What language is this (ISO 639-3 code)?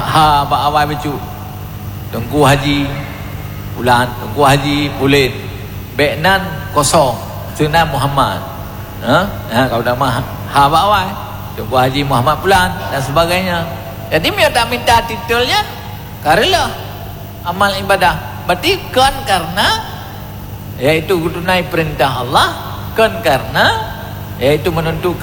ace